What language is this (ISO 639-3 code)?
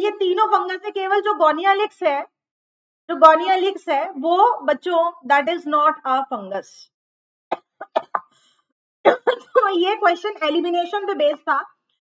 hin